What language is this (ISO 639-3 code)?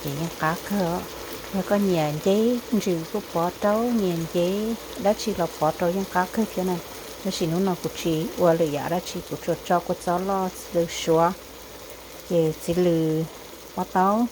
hmn